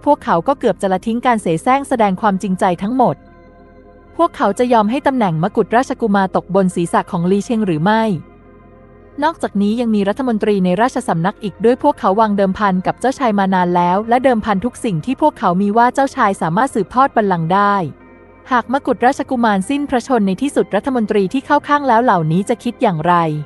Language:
Thai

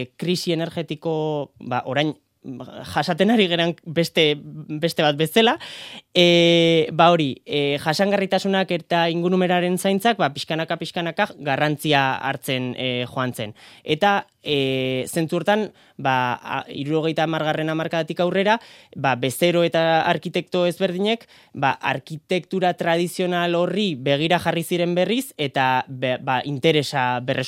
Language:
Basque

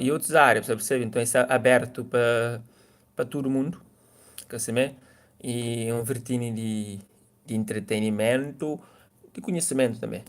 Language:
Kabuverdianu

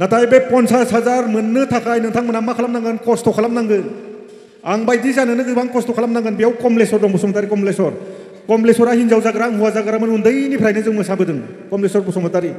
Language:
Bodo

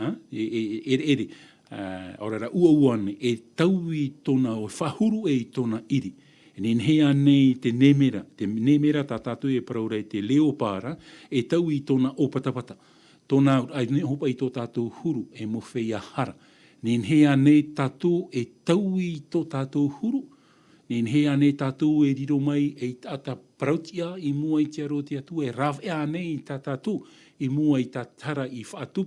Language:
Tahitian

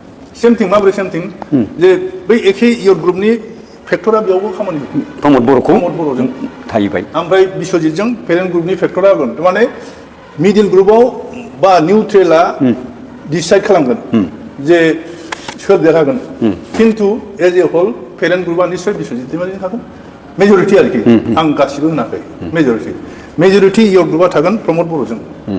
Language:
Bodo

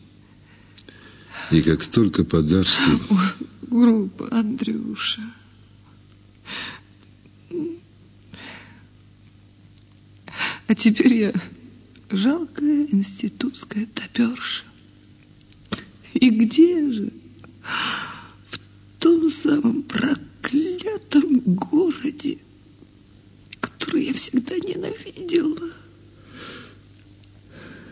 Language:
Russian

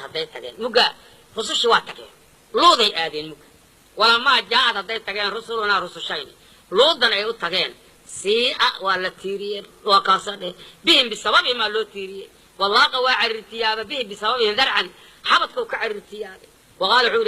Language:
Somali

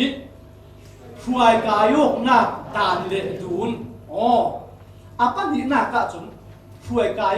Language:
Falam Chin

